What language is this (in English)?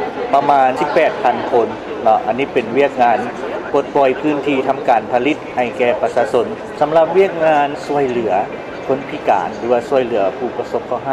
Lao